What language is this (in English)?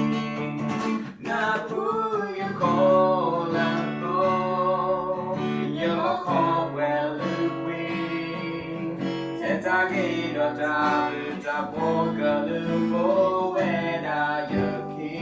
S'gaw Karen